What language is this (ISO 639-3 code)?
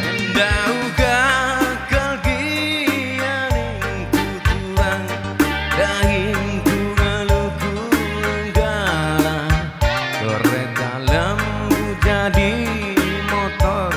btx